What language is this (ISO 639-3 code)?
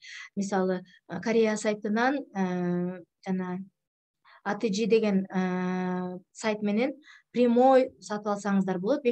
kir